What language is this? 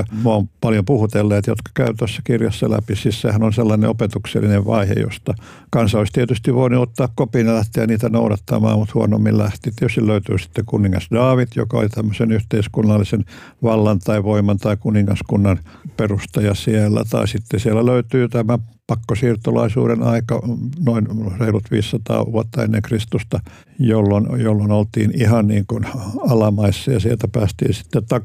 Finnish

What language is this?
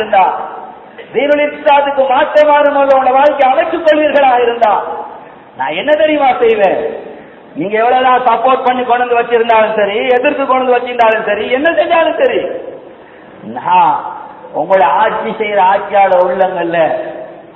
Tamil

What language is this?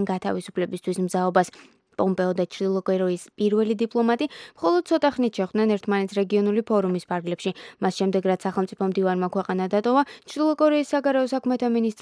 Georgian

